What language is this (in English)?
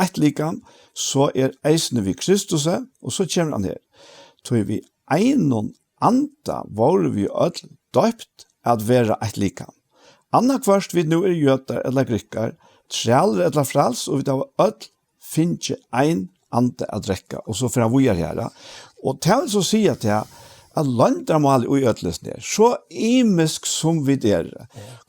Faroese